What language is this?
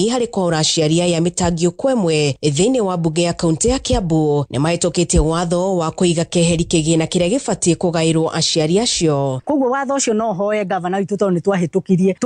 Kikuyu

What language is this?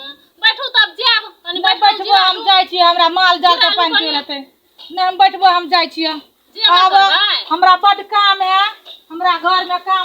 Maithili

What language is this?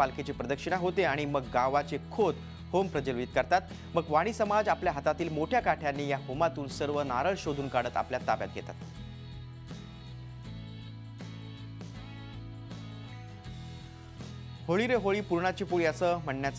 Marathi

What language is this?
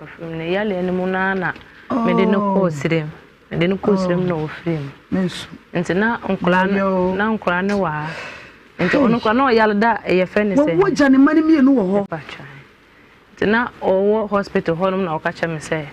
Akan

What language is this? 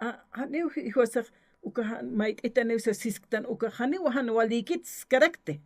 Aymara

